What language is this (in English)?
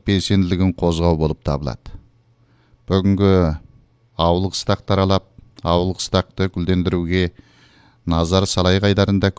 Kazakh